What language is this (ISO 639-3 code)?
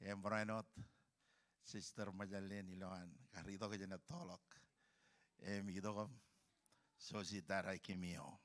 mah